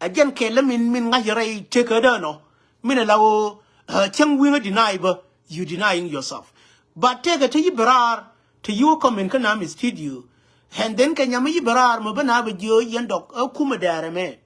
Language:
Nuer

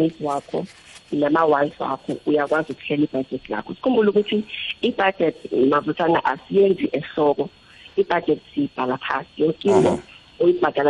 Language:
South Ndebele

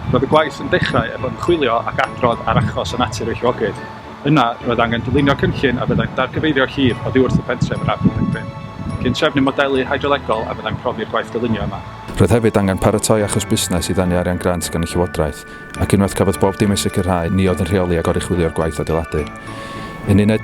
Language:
Welsh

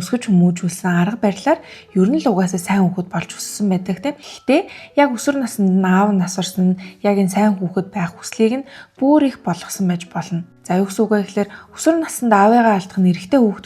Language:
Mongolian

